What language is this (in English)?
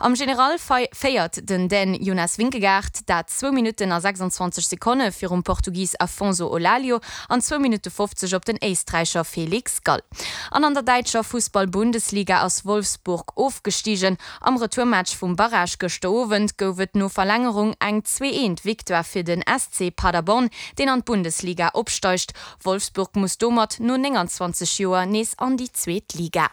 Luxembourgish